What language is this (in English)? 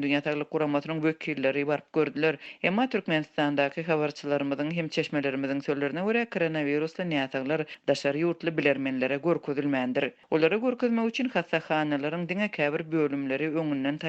Turkmen